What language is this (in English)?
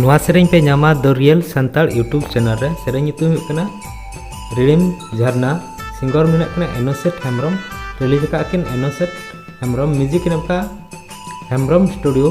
Santali